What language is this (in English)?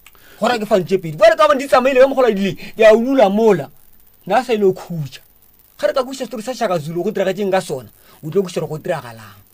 Northern Sotho